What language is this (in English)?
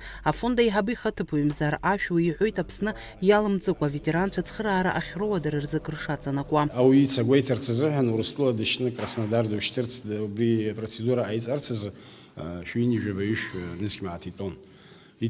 Abkhazian